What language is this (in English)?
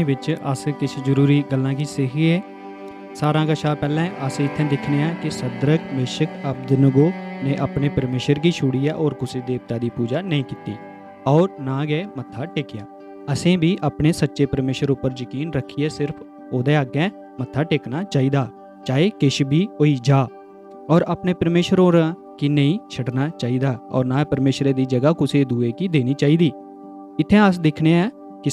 Dogri